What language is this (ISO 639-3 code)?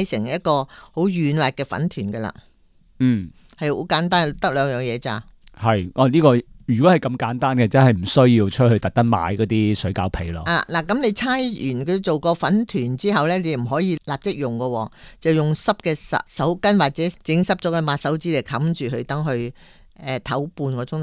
yue